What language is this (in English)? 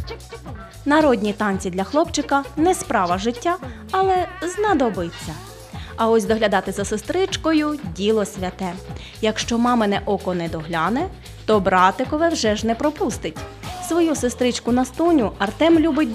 Ukrainian